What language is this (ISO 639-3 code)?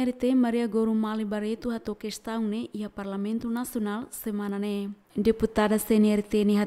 tet